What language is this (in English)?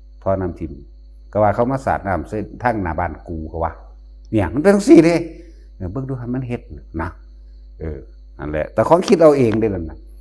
Northeastern Thai